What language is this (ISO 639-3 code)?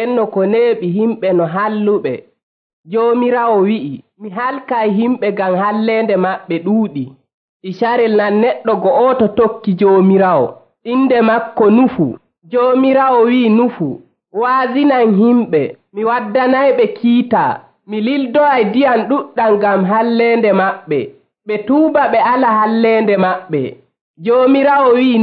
fuv